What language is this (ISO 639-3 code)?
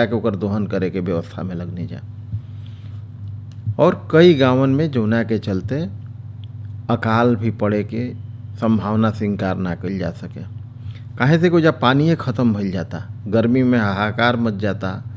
bho